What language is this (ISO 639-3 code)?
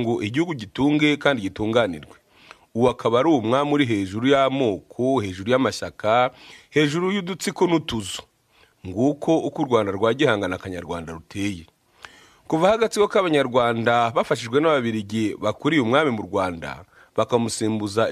kin